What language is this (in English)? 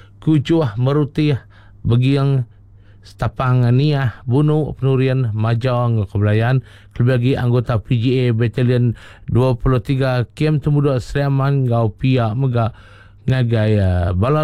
Iban